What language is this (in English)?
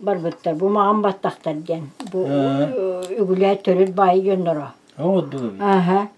Yakut